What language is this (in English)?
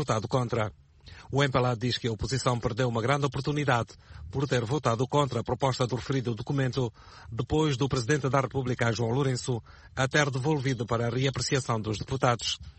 Portuguese